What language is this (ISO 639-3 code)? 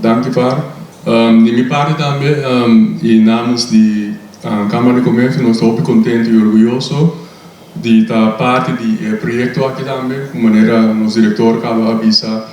pap